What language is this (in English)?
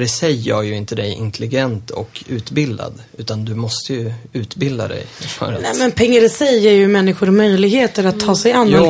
Swedish